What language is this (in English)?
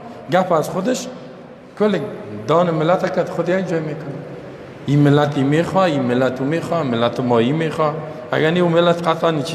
Persian